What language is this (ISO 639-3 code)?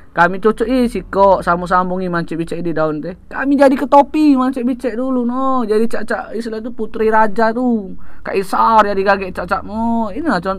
mui